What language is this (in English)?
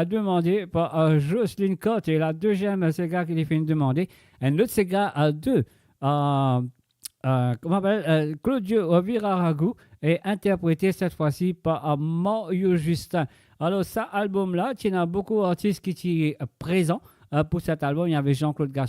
Morisyen